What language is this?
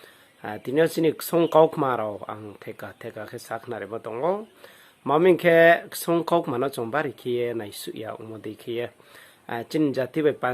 Riang (India)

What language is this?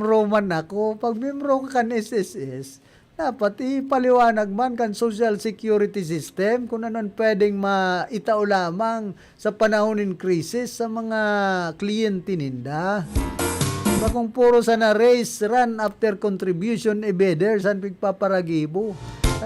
Bikol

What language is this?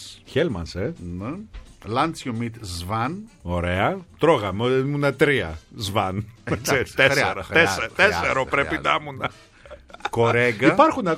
Greek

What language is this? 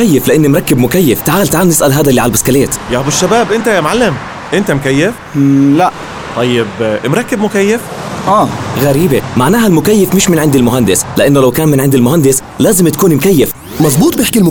North Levantine Arabic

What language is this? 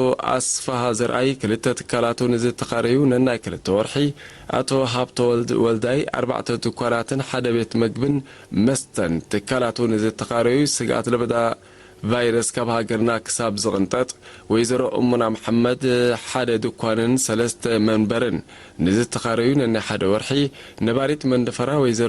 Tigrinya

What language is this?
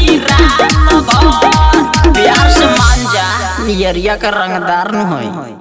Bhojpuri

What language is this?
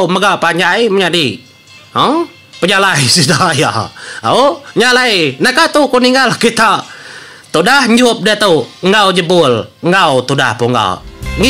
Iban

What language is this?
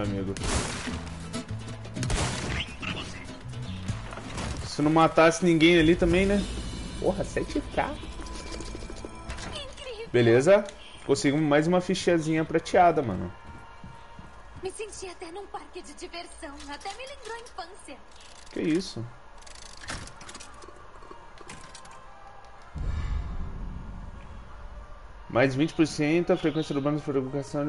Portuguese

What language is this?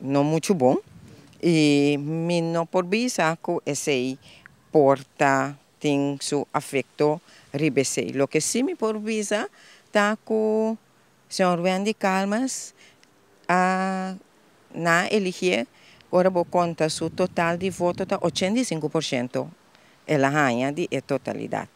Papiamento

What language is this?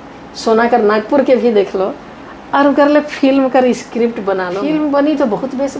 Sadri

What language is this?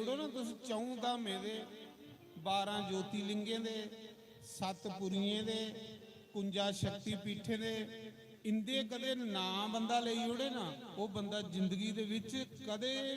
Dogri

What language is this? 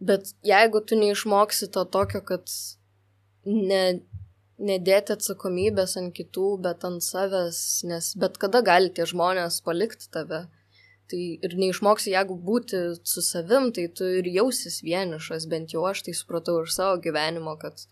Lithuanian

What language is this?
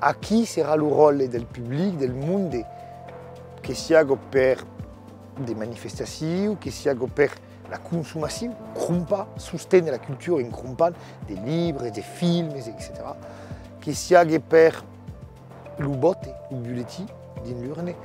Occitan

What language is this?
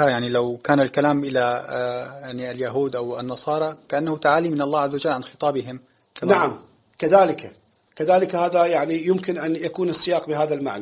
Arabic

